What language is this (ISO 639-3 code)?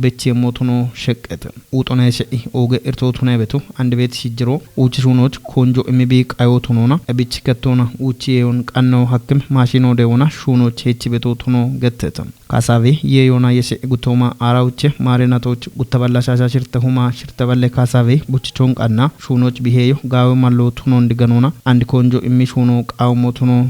kbr